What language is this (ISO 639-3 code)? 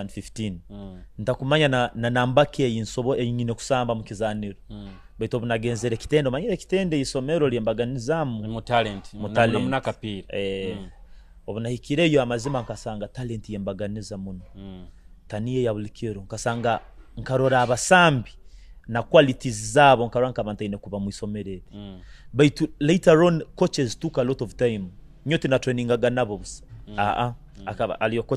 nyo